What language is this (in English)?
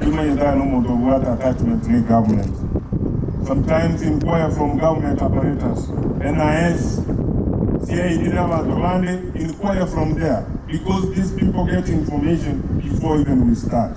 Gusii